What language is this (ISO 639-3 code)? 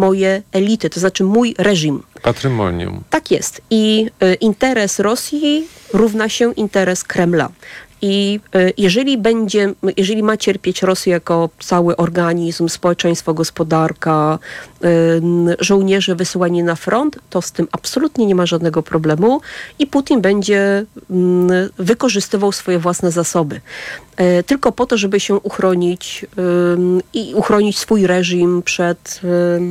pol